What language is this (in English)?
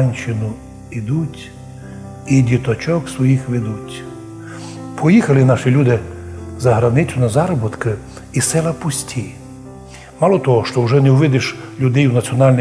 Rusyn